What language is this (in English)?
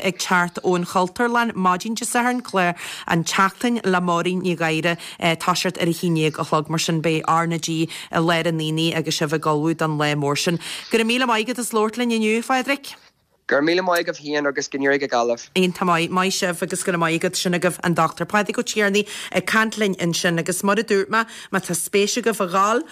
Irish